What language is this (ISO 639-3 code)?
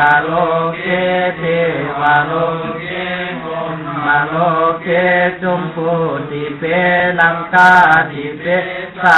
pli